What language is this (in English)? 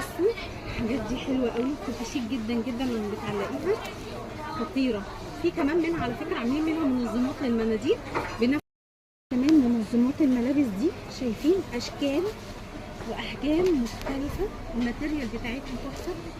Egyptian Arabic